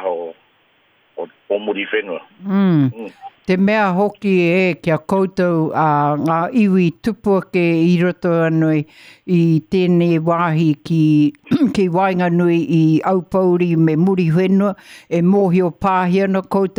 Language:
Māori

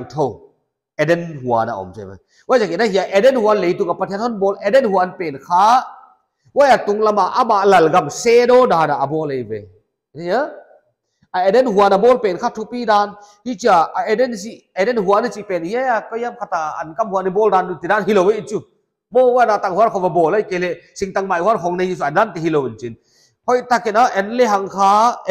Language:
Paite Chin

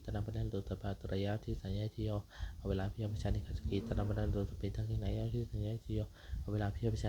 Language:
Pali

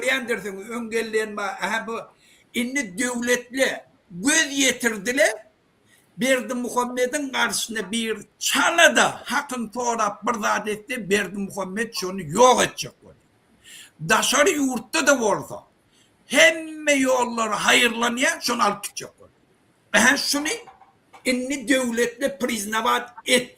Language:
Turkmen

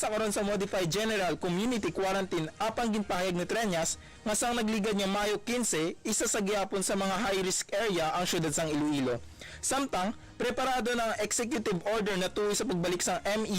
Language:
Hiligaynon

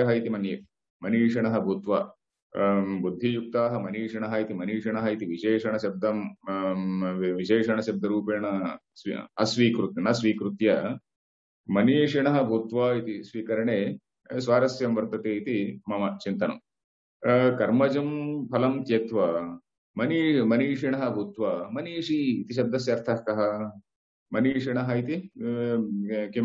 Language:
Sanskrit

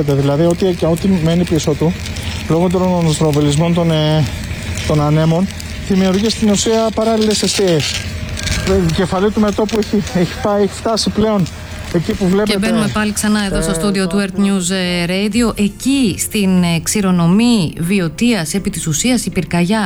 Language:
Greek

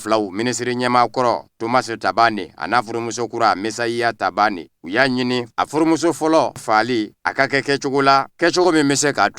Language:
Bambara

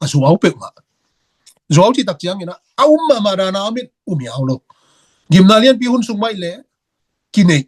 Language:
Tedim Chin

